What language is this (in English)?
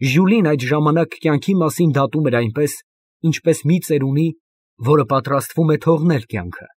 Armenian